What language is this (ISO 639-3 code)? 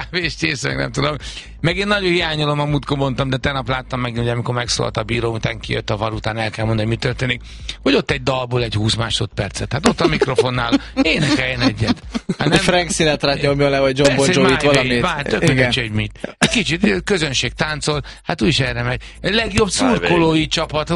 hun